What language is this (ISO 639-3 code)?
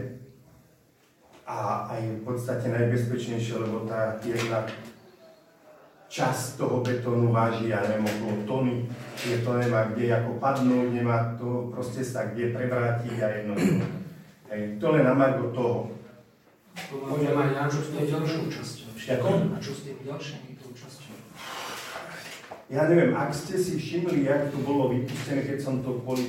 slk